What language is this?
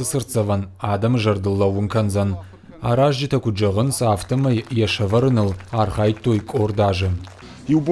Ossetic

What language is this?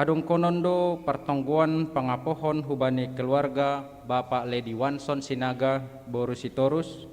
Batak Simalungun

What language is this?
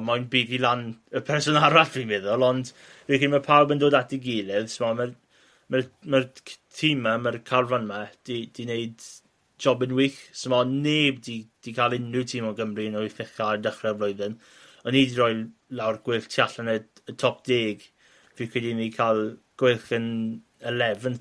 Welsh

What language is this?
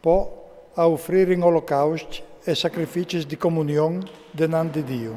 Friulian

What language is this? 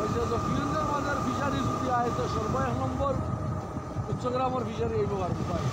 Sylheti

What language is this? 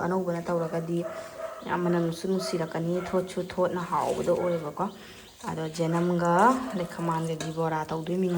Manipuri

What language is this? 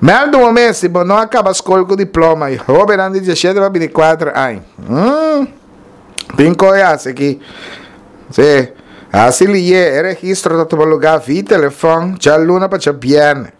Papiamento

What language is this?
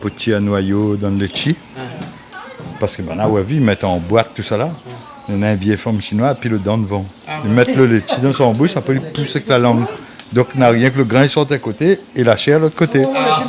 Réunion Creole French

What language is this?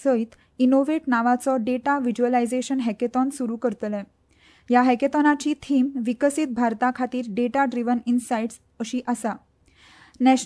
Konkani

